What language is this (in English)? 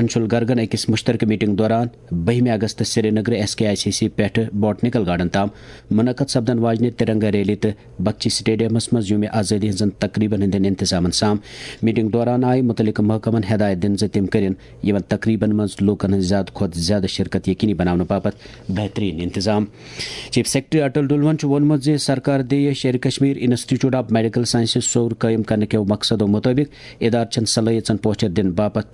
Kashmiri